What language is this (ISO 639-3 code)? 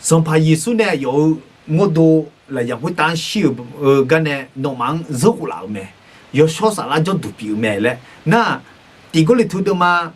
ahk